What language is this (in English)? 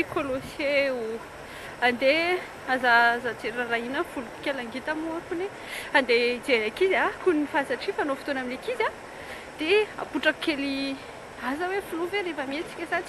Malagasy